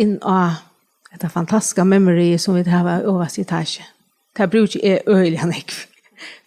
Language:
Faroese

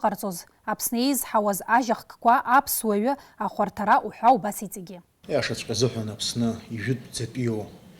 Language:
Abkhazian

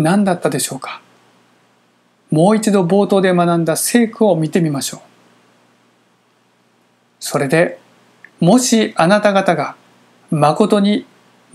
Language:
Japanese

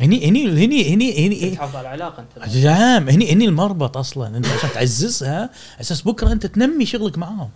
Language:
Gulf Arabic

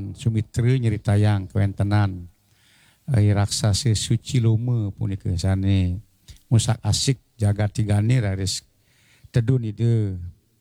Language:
Balinese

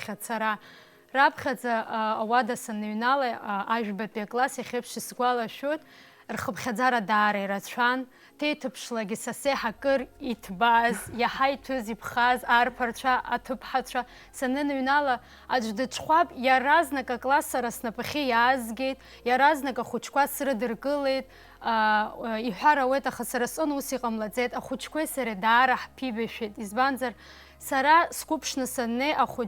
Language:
Abkhazian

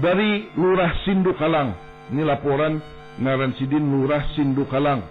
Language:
Banjar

